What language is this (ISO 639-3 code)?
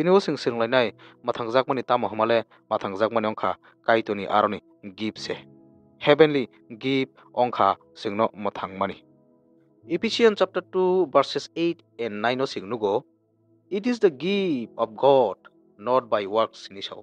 trp